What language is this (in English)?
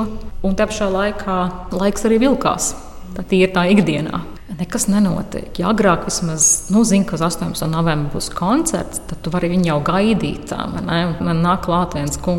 Latvian